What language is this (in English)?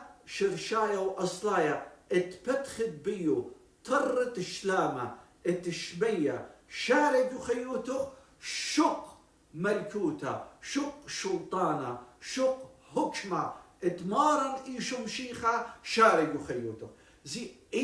Assyrian Neo-Aramaic